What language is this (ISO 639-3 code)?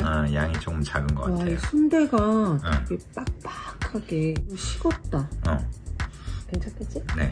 kor